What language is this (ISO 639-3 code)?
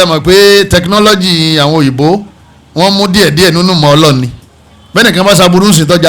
yor